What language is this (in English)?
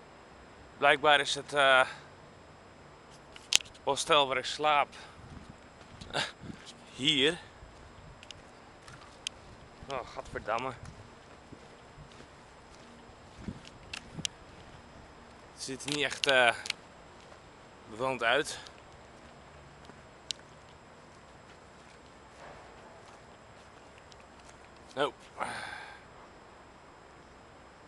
Dutch